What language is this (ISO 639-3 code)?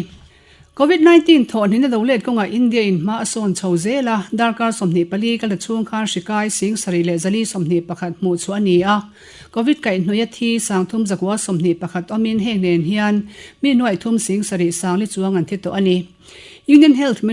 lus